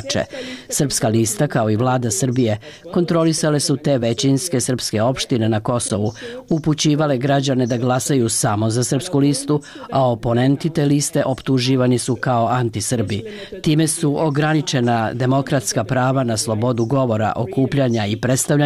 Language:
Serbian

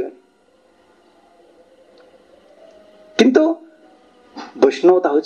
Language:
Odia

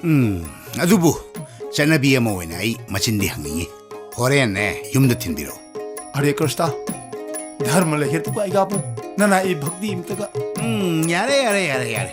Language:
Manipuri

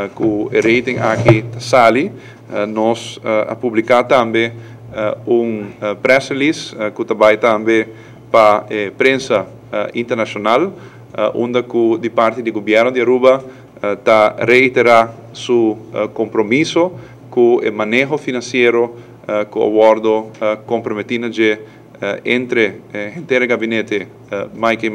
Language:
Papiamento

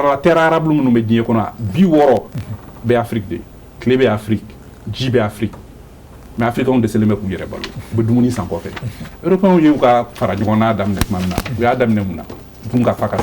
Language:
Bambara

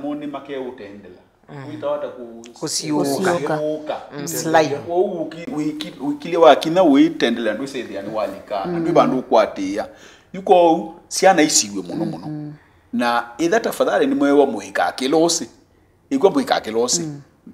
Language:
Kamba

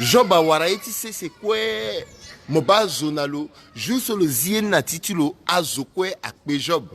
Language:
Sango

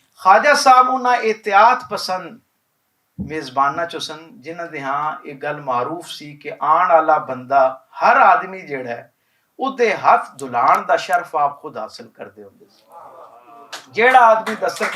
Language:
Western Panjabi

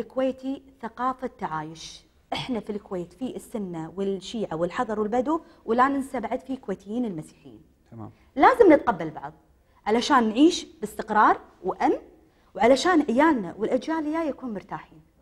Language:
Gulf Arabic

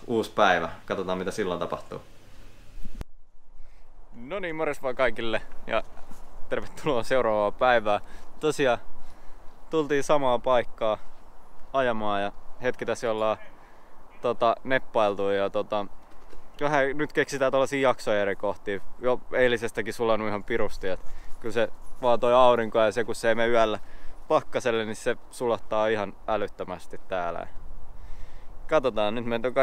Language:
Finnish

